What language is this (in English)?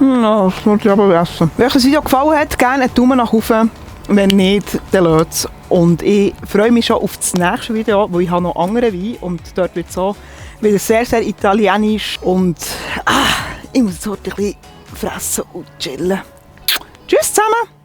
Swiss German